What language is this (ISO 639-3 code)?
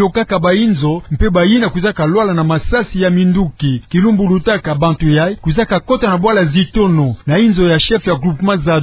ktu